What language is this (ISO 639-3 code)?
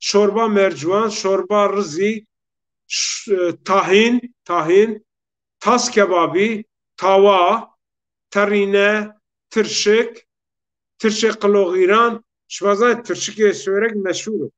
zza